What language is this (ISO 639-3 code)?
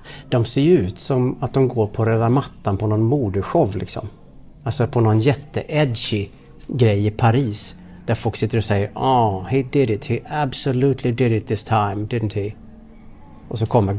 swe